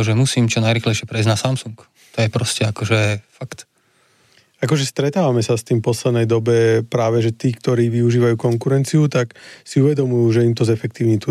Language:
Slovak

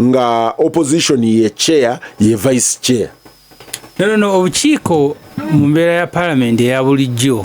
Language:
Ganda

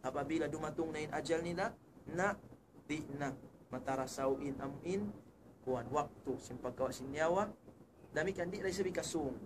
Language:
Tausug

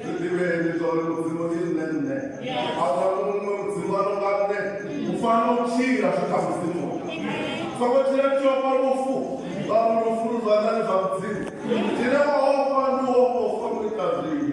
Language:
Venda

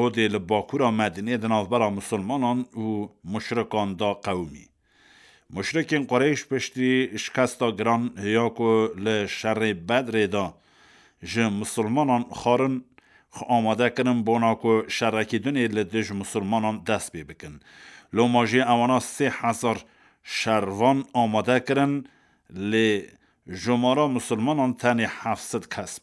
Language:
Kurdish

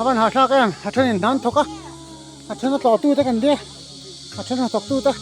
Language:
Mizo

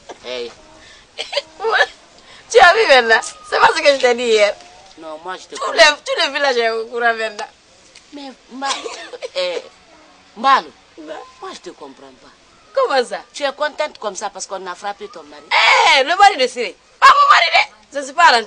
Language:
French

